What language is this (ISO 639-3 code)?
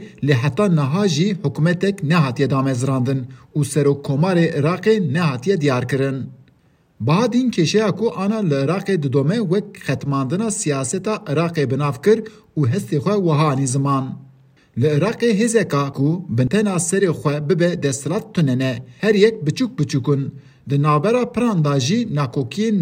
kur